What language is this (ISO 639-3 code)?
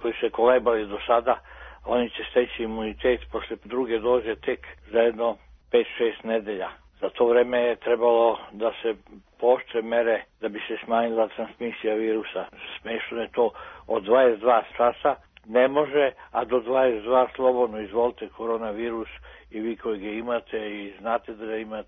srp